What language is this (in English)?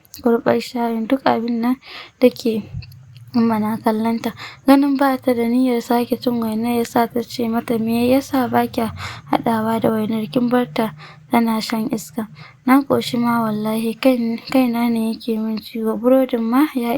Hausa